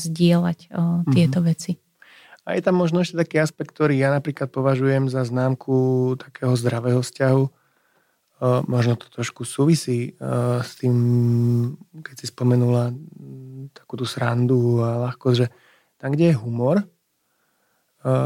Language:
Slovak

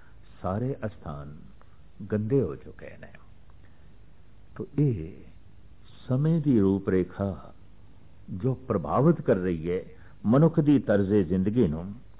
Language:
Punjabi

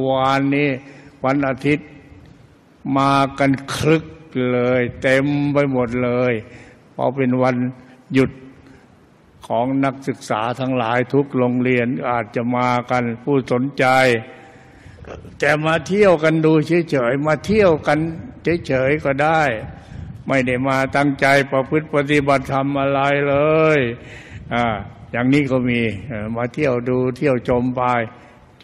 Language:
Thai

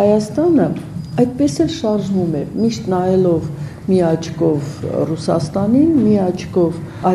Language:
Armenian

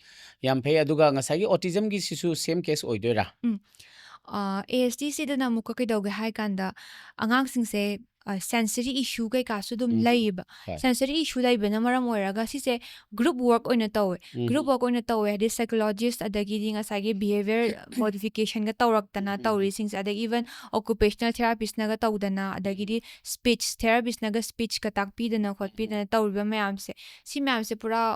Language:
Manipuri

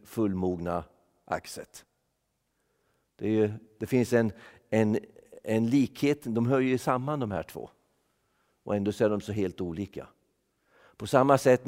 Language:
Swedish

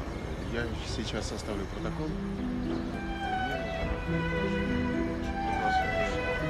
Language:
Russian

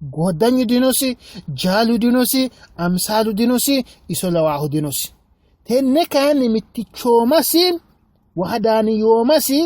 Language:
Sidamo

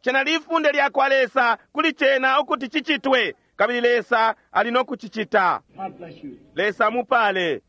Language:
Bemba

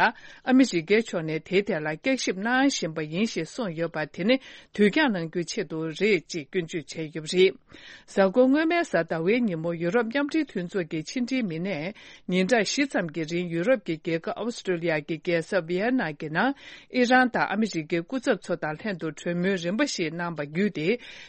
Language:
Tibetan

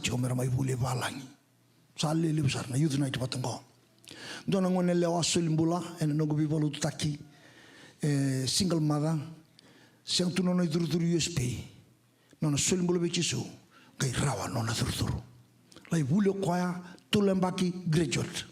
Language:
Fijian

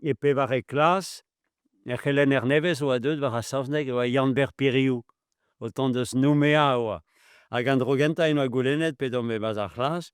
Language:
Breton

